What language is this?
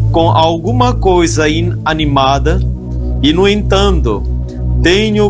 Portuguese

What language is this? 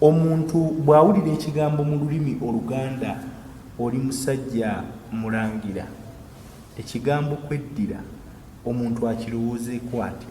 Ganda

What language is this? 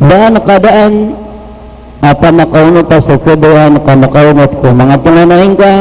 Maranao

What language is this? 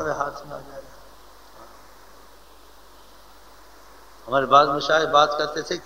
Urdu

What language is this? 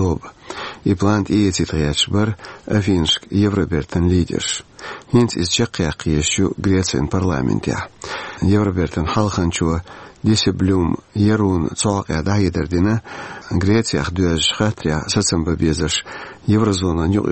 Chechen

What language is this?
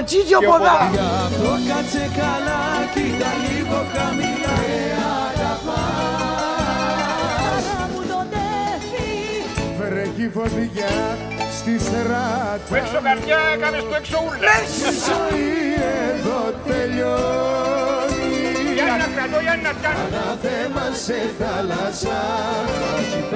Greek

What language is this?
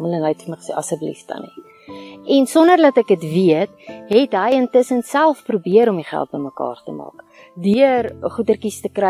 Afrikaans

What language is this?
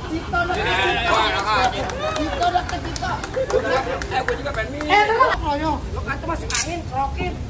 Betawi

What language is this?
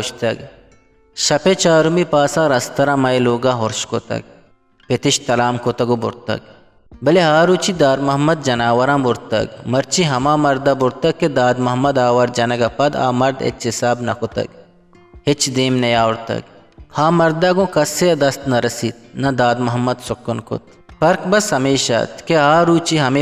Eastern Balochi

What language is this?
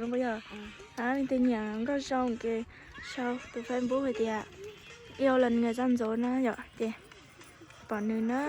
Hmong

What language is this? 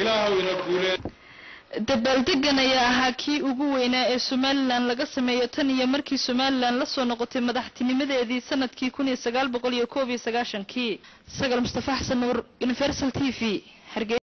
Somali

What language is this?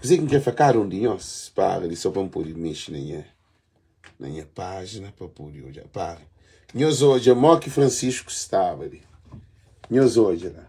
Kabuverdianu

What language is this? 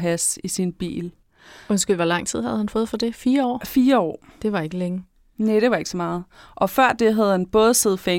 Danish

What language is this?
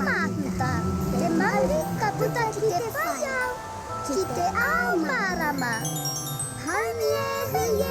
Māori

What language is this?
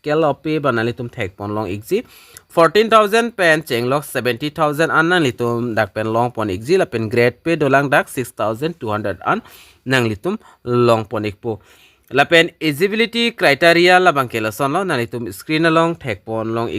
Karbi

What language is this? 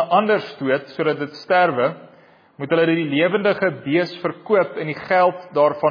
Afrikaans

